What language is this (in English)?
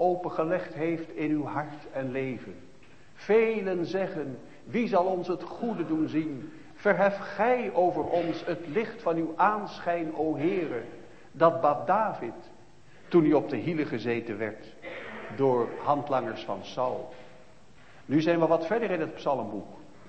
Dutch